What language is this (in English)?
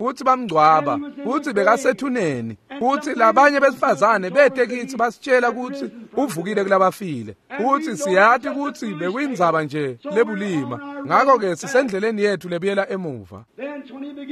Swati